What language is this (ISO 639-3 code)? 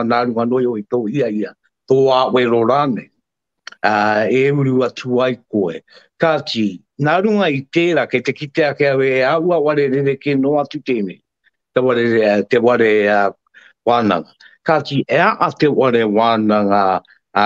mri